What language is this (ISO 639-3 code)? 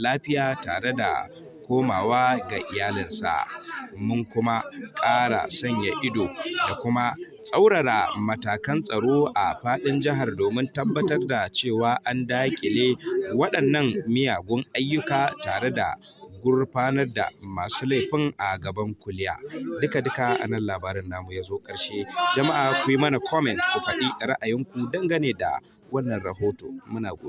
hau